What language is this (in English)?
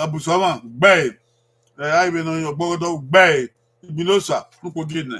Bini